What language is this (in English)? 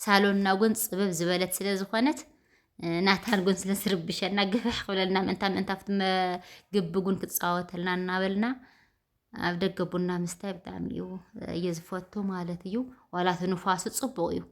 Tigrinya